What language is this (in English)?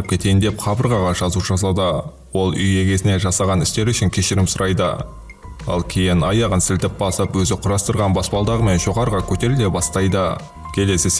Kazakh